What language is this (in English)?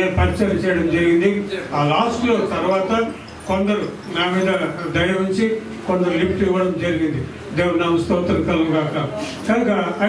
Telugu